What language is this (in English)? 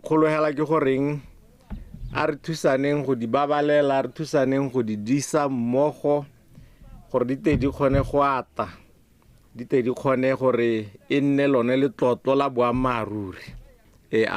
Tswana